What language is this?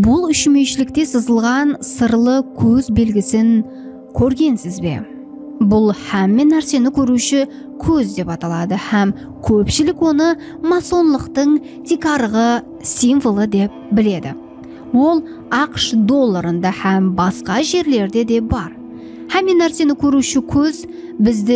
Kara-Kalpak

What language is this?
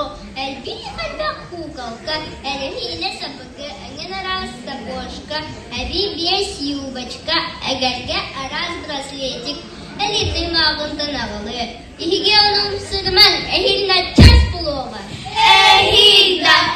Yakut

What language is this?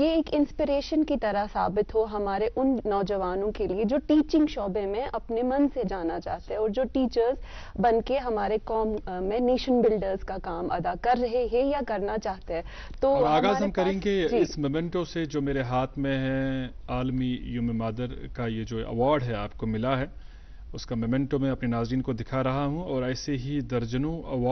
Urdu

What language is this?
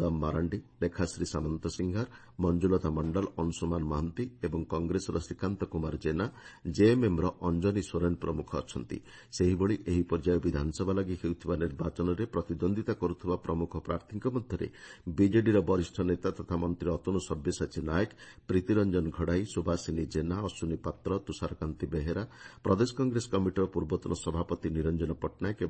Odia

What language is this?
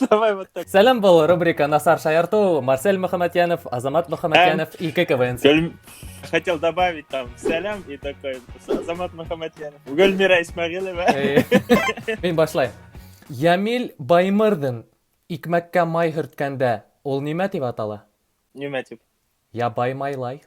Bashkir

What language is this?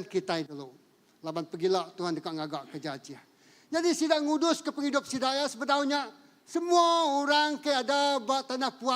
Iban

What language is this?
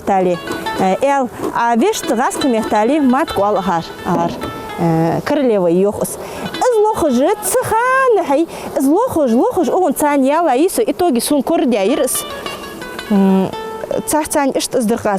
Ingush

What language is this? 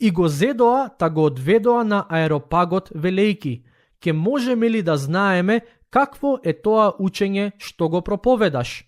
Macedonian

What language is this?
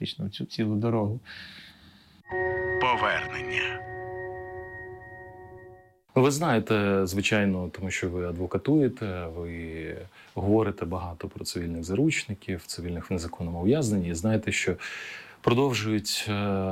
Ukrainian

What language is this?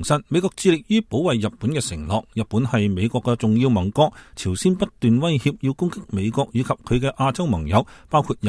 Cantonese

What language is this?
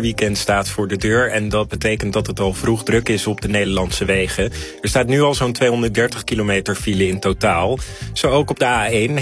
Dutch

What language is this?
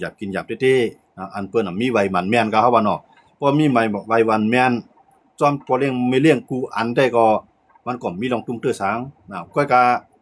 Shan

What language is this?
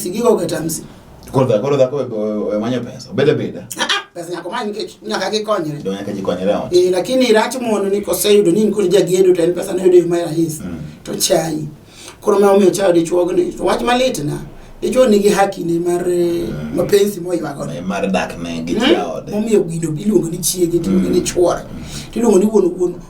Luo (Kenya and Tanzania)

